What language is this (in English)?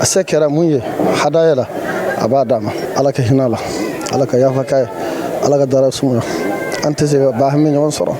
Bambara